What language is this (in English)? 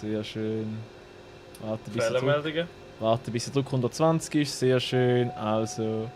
Swiss German